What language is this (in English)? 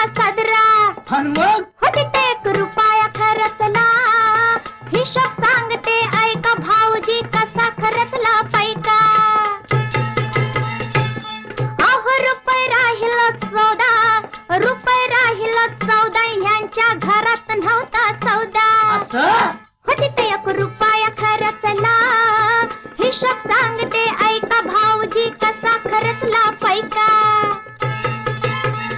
Marathi